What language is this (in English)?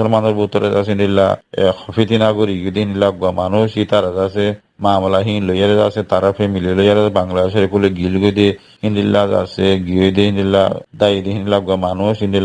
Rohingya